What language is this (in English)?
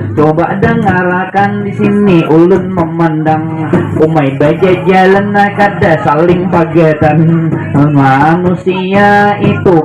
Banjar